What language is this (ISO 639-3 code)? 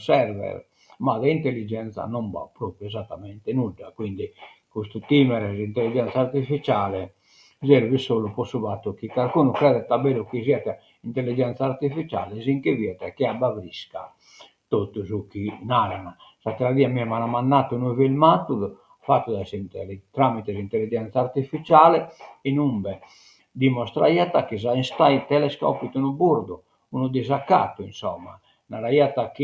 srd